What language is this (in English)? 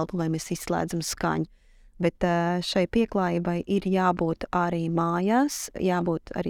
Latvian